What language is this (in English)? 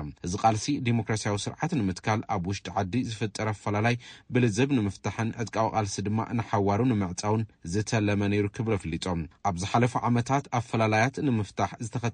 Tigrinya